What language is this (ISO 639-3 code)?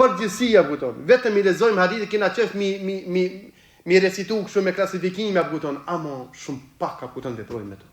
sqi